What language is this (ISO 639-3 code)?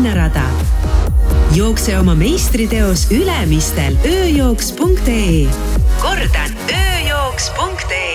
est